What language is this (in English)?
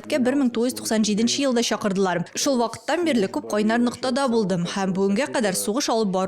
Tatar